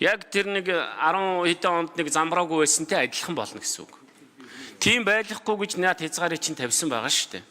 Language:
Mongolian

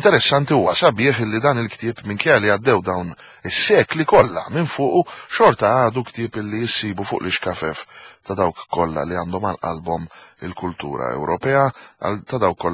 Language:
Maltese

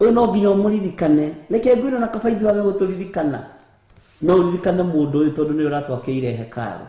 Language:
Kikuyu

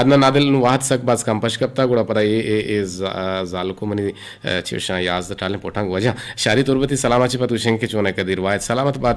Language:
Eastern Balochi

